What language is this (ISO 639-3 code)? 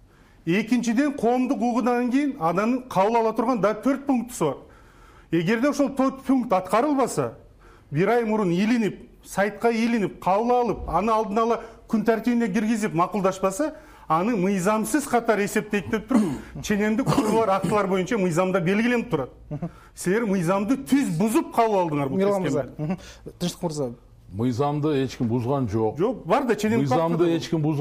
kir